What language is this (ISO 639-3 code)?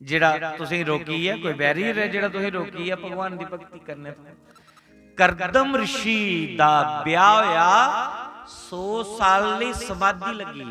doi